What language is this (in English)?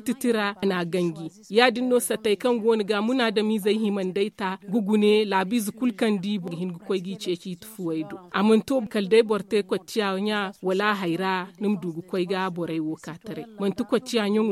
Zarma